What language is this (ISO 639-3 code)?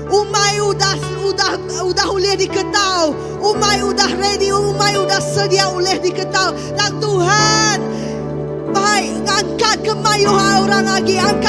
iba